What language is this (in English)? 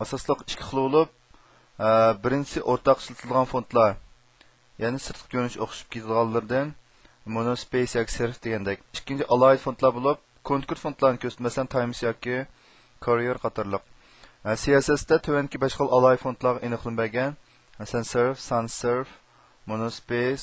Uyghur